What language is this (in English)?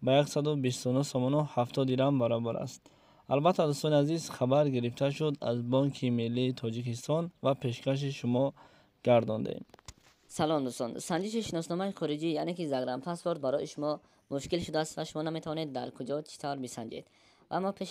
Tajik